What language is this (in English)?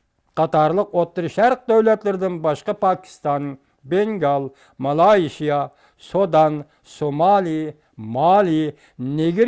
Uyghur